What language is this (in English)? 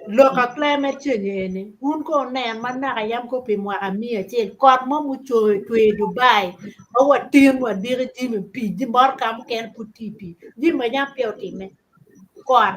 Acoli